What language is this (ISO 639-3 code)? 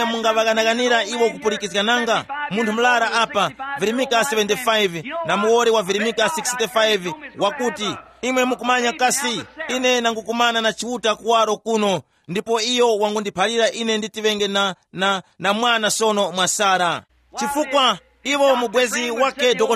tum